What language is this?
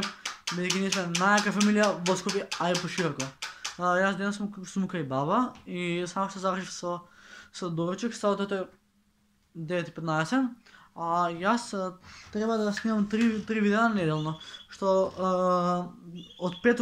Macedonian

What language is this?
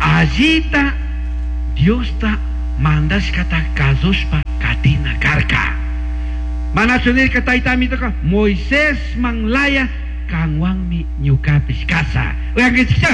Chimborazo Highland Quichua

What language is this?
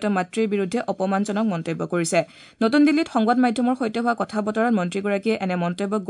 Assamese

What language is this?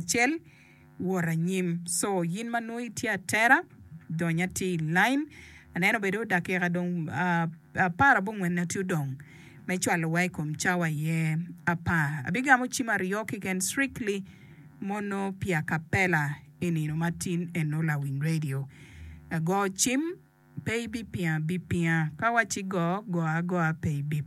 Acoli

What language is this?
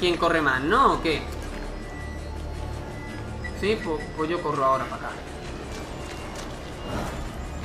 Spanish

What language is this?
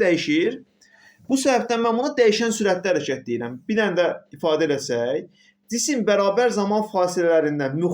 Azerbaijani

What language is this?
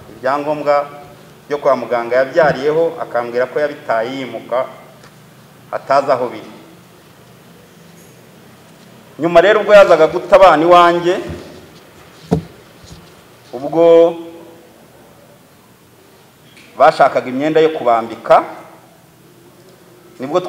Kinyarwanda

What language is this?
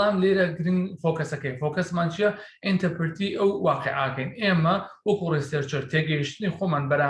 Central Kurdish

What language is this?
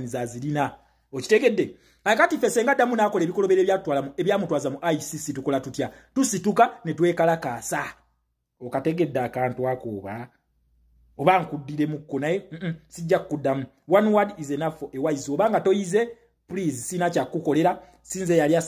Ganda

